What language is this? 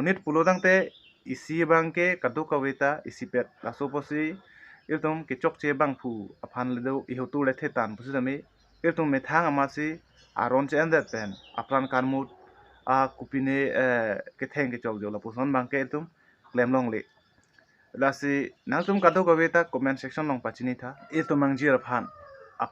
Karbi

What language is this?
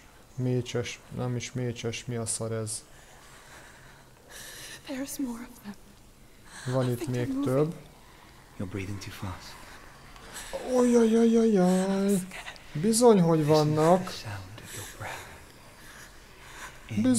Hungarian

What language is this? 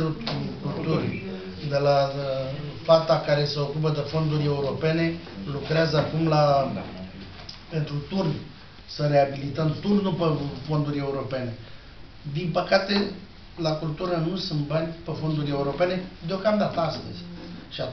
Romanian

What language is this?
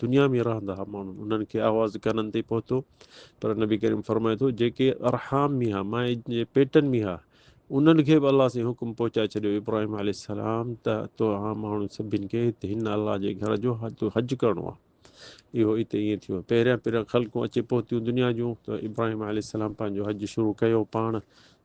Sindhi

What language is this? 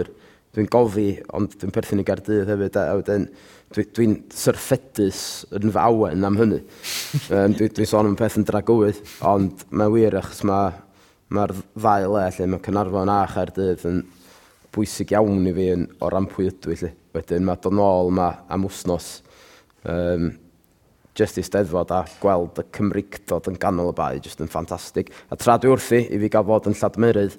Welsh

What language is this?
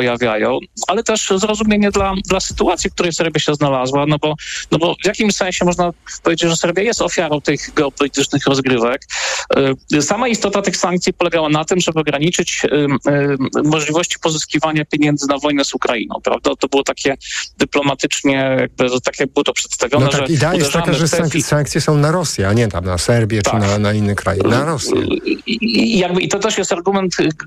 Polish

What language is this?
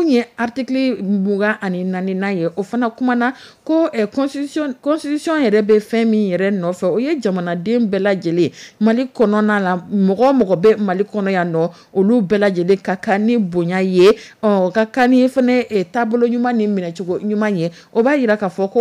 Dyula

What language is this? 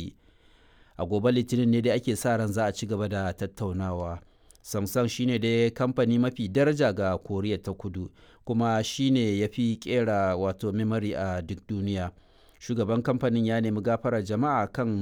Hausa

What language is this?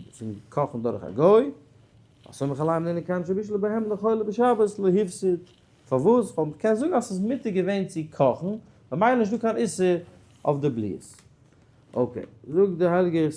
Yiddish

